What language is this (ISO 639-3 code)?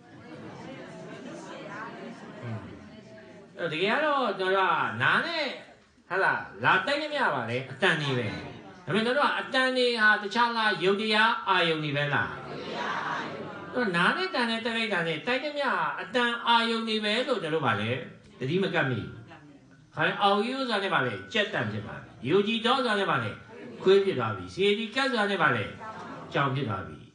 mya